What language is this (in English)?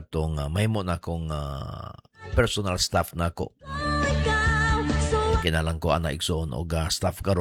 Cebuano